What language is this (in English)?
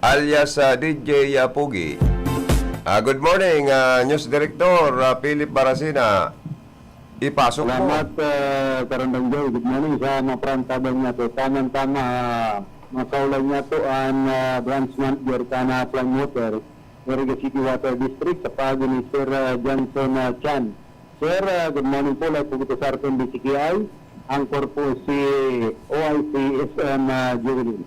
Bikol